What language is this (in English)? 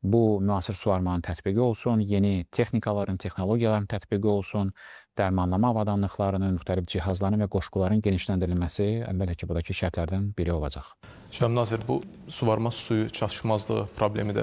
Azerbaijani